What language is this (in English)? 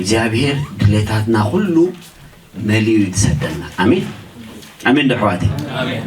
Tigrinya